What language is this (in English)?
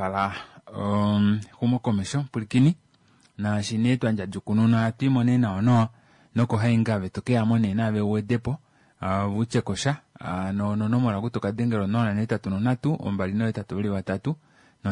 Kuanyama